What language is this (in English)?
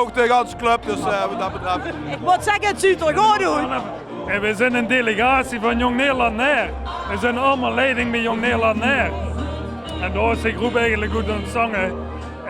Limburgish